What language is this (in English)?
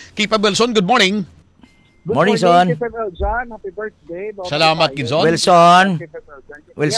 Hiligaynon